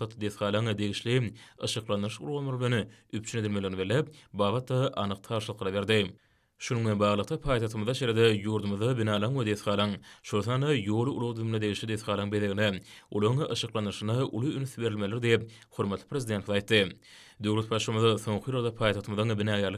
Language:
Turkmen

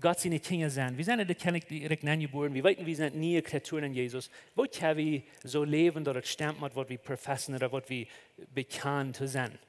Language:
Plautdietsch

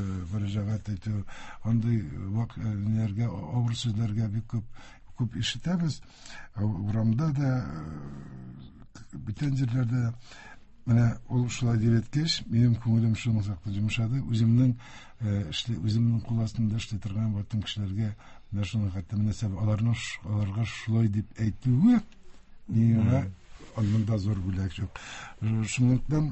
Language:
Tatar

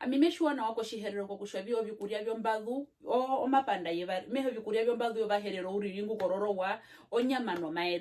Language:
Herero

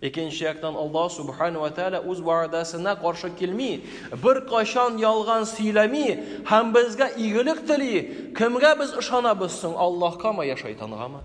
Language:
Tatar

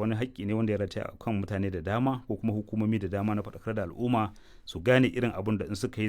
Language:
Hausa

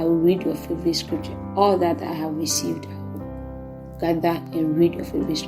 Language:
Ga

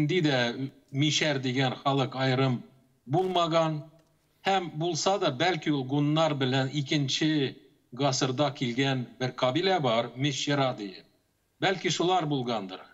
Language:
Tatar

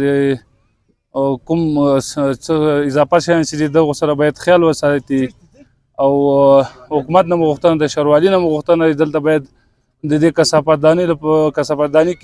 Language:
Pashto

